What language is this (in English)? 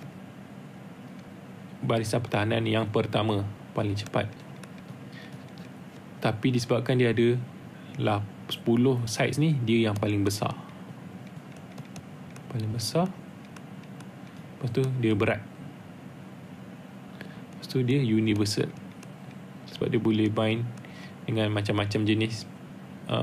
Malay